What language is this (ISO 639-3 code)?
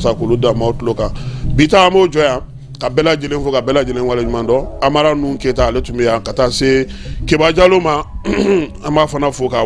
bam